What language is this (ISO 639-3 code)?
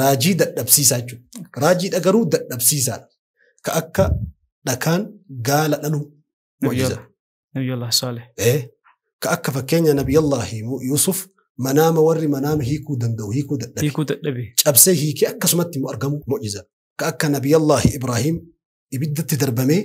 orm